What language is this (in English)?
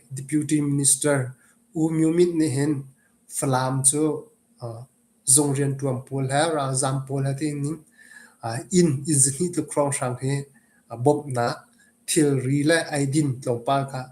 Hakha Chin